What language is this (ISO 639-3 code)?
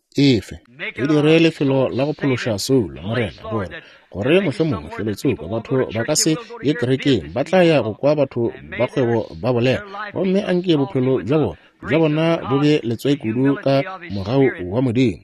nso